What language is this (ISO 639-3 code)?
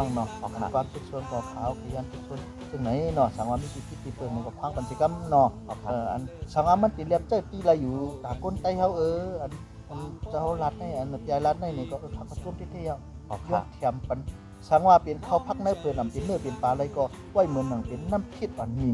shn